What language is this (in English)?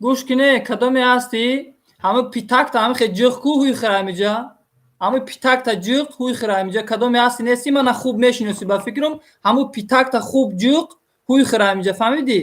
Tajik